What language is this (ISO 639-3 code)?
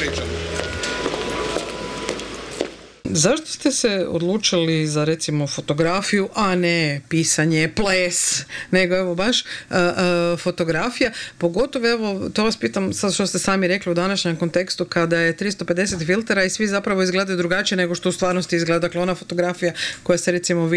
hrv